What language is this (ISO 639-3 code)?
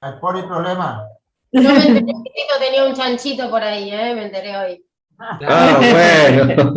grn